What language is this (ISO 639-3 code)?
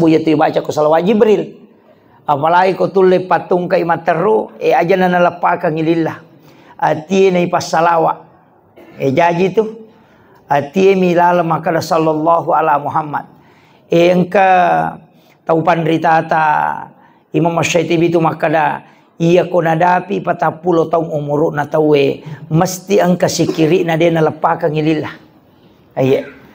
bug